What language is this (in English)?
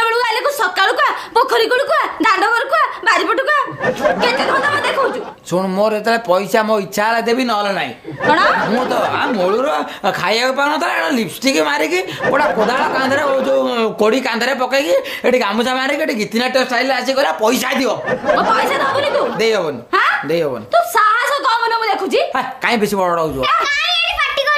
Odia